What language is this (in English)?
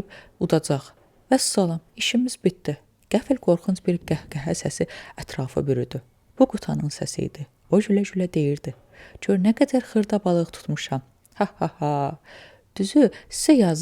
Azerbaijani